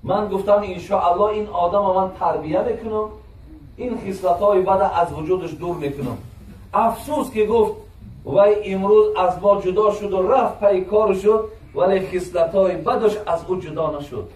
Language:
Tajik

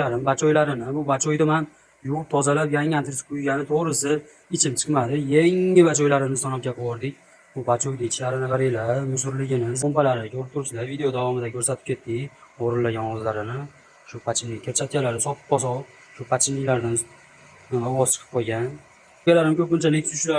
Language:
Uzbek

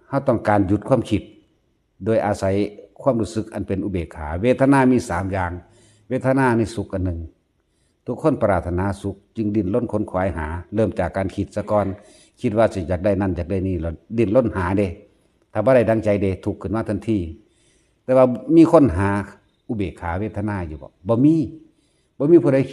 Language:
Northeastern Thai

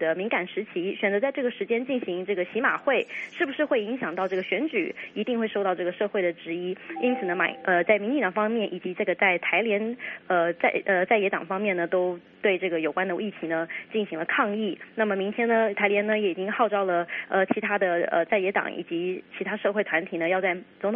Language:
Chinese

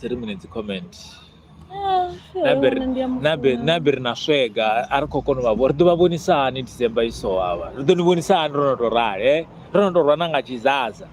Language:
Venda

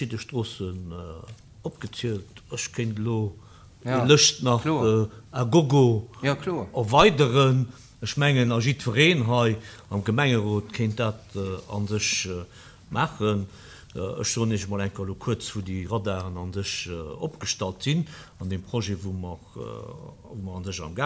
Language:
Luxembourgish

